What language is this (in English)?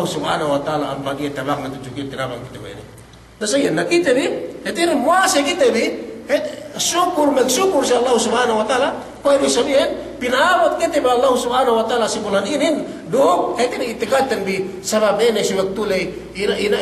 Yakan